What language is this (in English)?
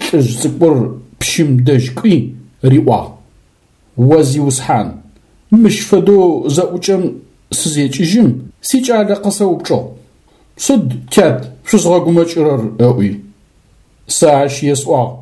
Adyghe